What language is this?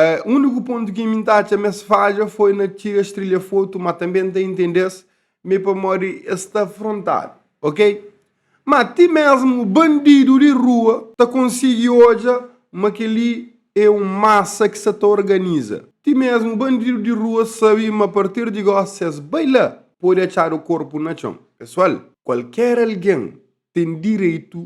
Kabuverdianu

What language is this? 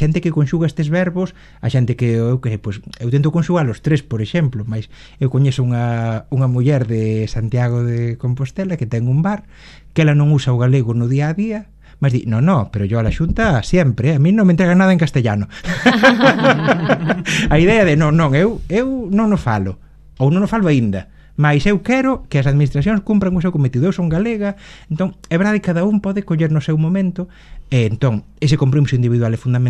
Galician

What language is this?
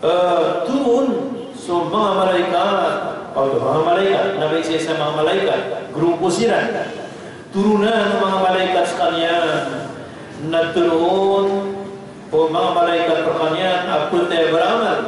Maranao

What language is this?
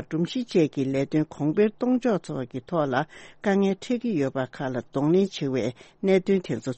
Tibetan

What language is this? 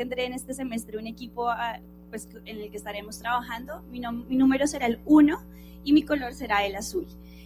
Spanish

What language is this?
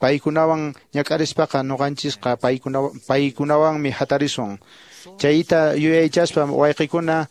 Quechua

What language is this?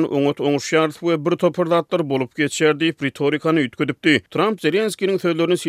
Turkmen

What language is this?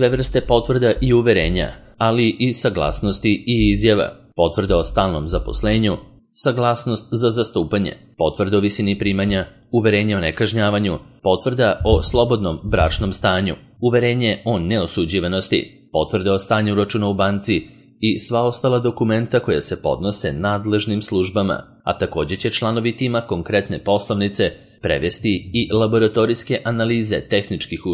Serbian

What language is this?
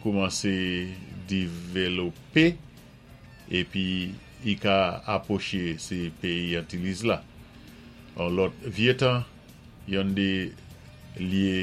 Saint Lucian Creole French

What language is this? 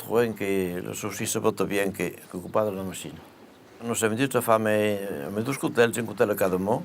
Occitan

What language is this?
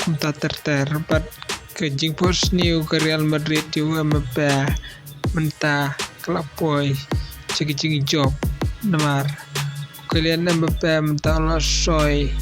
Khasi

